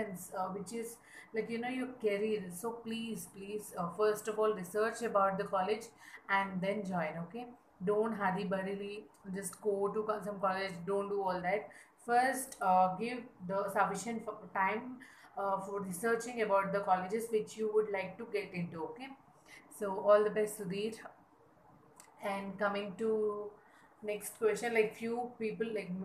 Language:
English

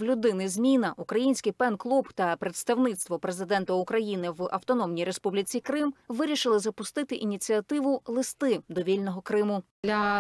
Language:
Ukrainian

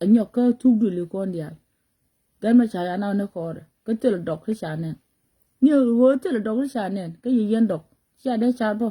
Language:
Nuer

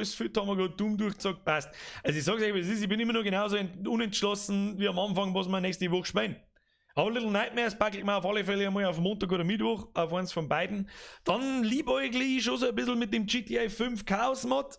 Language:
Bavarian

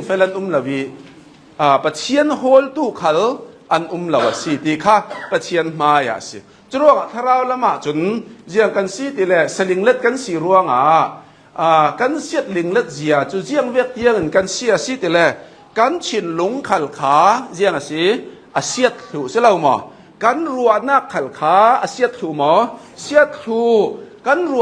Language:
Hakha Chin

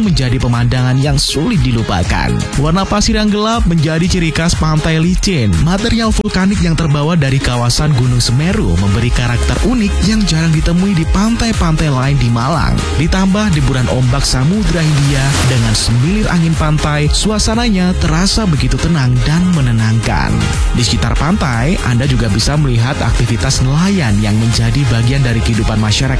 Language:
Indonesian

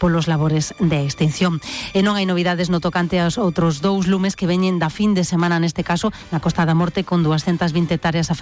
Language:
Galician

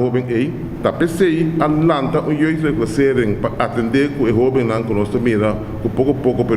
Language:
Papiamento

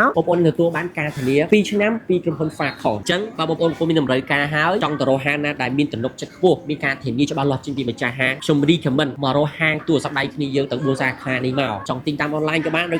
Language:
Khmer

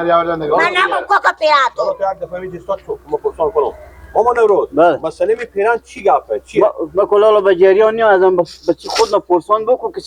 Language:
Persian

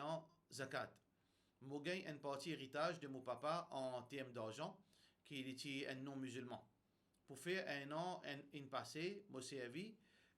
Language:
Morisyen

